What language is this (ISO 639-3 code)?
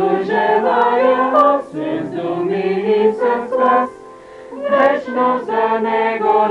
bul